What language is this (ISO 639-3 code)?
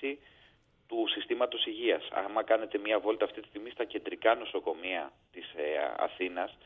ell